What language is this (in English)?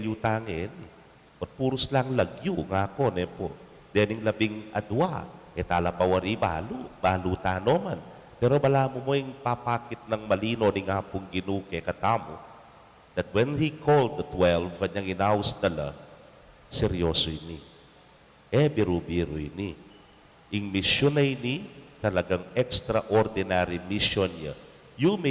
Pampanga